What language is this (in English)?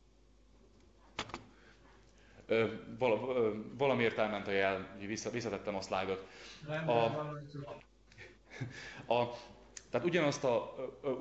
Hungarian